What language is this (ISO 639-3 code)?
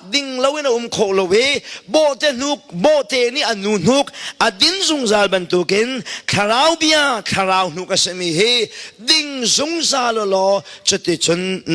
cnh